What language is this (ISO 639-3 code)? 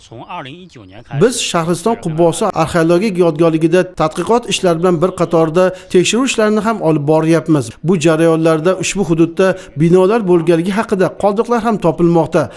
uzb